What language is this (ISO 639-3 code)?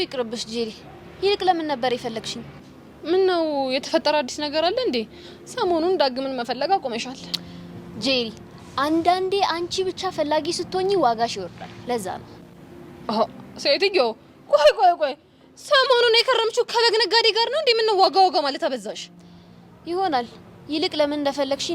amh